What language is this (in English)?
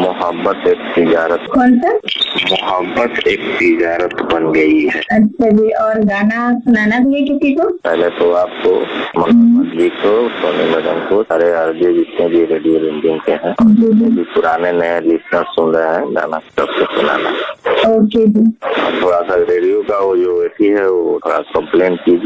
Hindi